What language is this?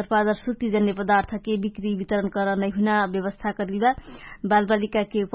Dangaura Tharu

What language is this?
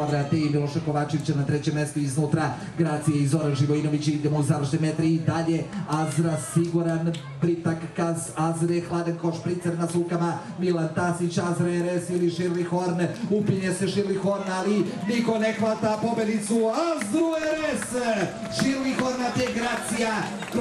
Serbian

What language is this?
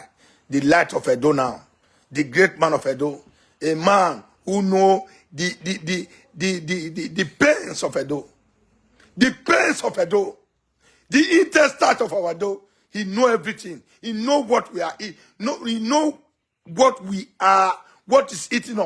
Nigerian Pidgin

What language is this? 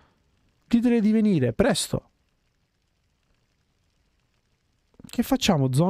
Italian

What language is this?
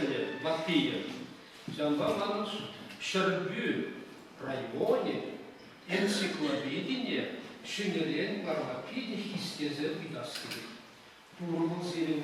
Chuvash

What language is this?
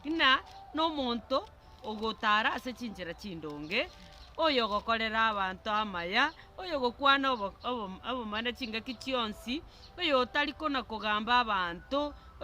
Gusii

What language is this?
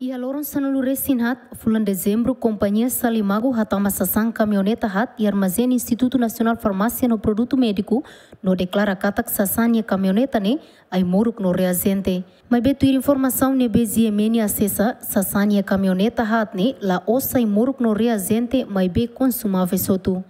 Tetum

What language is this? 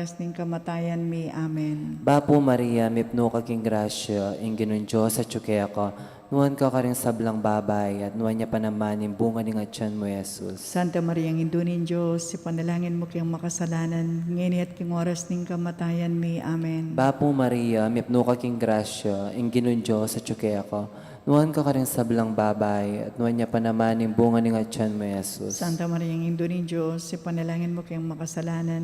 Pampanga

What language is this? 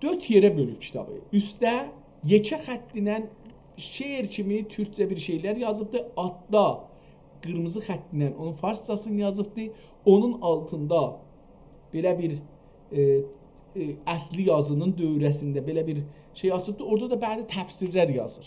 South Azerbaijani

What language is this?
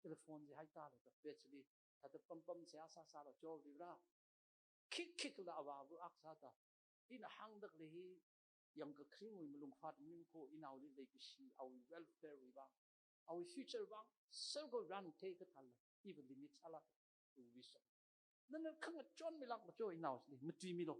Tangkhul Naga (India)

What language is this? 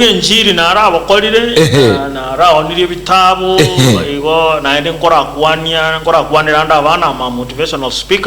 Gusii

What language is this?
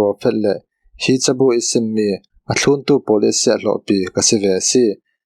Falam Chin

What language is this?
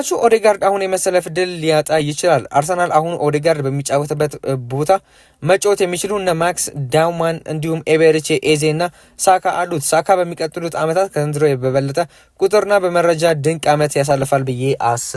Amharic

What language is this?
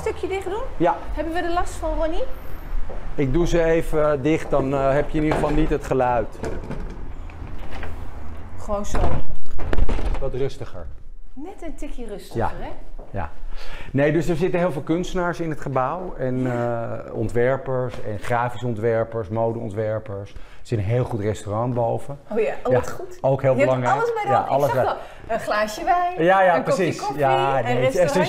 Dutch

